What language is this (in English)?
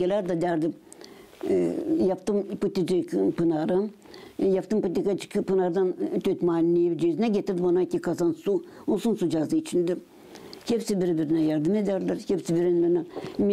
Gagauz